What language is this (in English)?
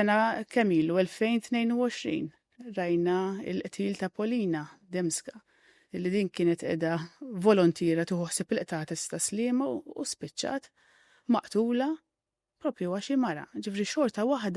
Maltese